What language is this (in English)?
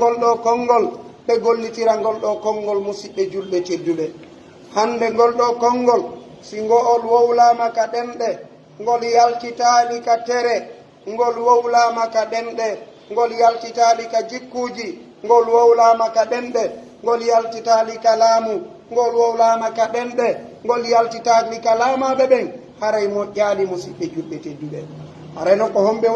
Pular